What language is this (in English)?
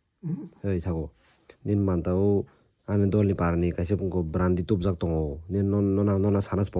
Kok Borok